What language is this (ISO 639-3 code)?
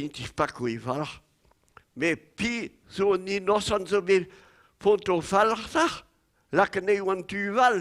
bre